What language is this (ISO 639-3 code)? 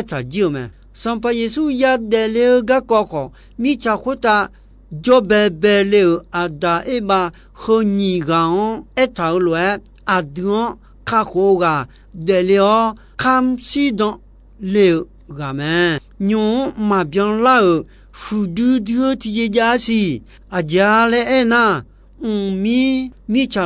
ahk